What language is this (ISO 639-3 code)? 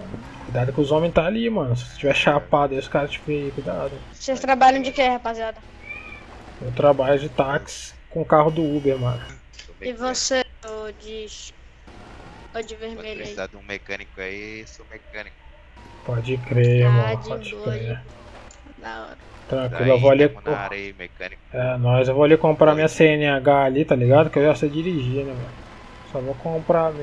por